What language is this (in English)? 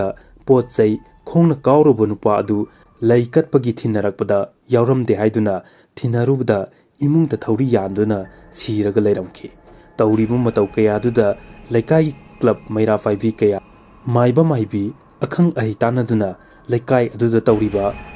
Manipuri